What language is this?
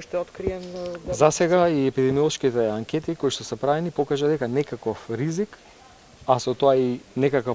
Macedonian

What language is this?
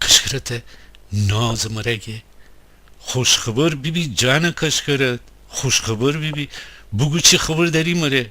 Gilaki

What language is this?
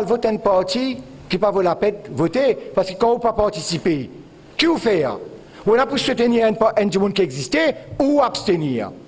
Morisyen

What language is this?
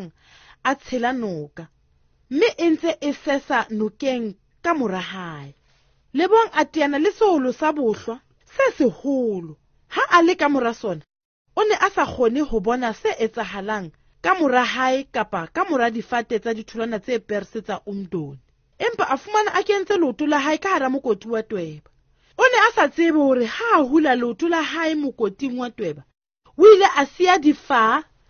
Southern Sotho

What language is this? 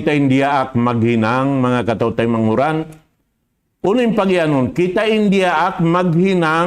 Tausug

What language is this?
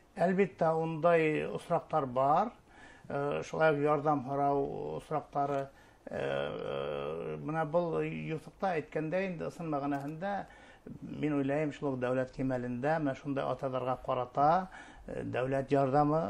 Bashkir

